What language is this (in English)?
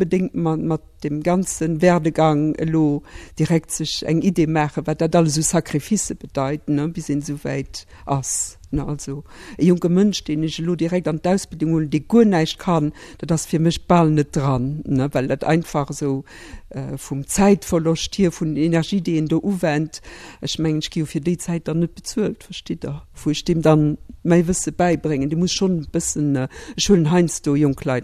Luxembourgish